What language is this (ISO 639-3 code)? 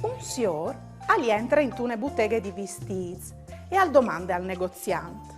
fur